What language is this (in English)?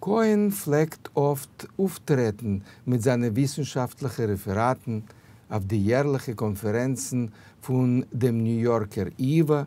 Yiddish